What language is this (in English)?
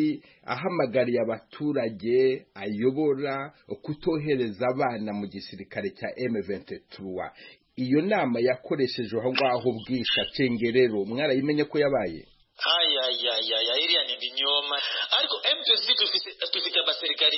Kinyarwanda